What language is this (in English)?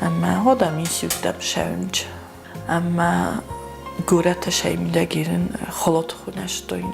Ossetic